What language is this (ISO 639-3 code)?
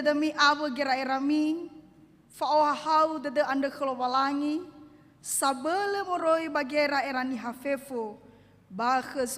nia